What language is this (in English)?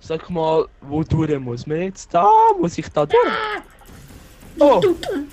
Swiss German